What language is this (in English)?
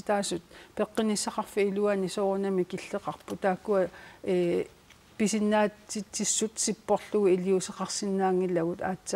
Kalaallisut